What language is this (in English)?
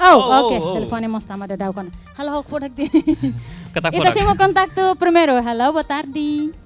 Tetum